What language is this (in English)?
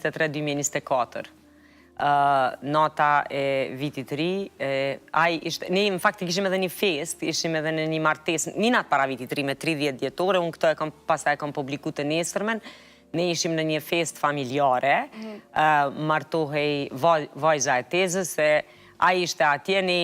Albanian